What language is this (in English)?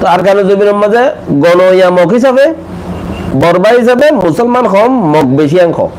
Rohingya